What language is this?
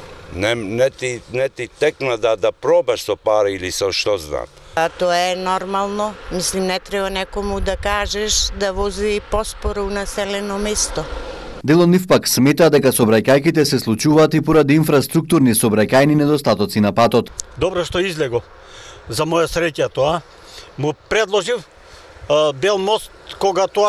Macedonian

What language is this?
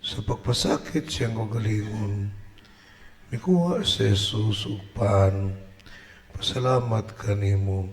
Cebuano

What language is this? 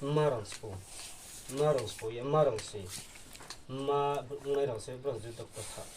Riang (India)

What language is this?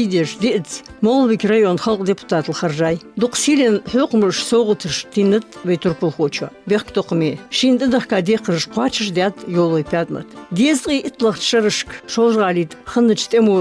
Ingush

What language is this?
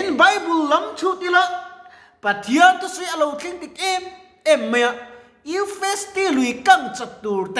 Mizo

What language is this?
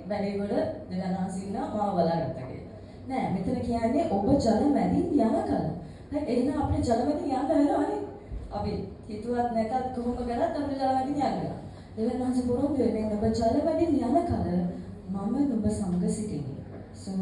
Sinhala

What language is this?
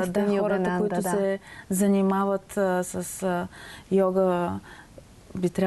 Bulgarian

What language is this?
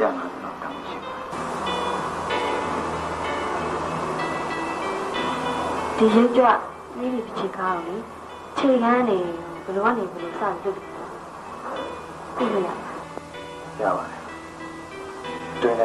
Burmese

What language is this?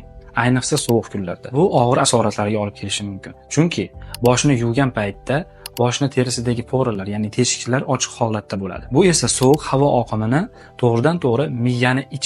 Uzbek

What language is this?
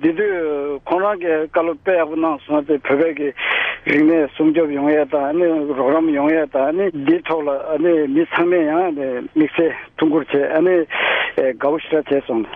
Tibetan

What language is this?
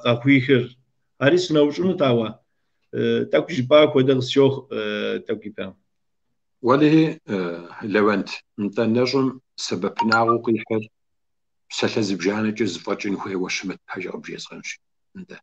Kabardian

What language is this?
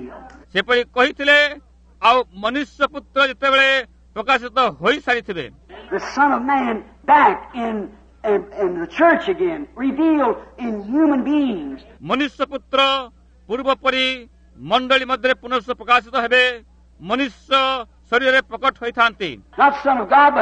Odia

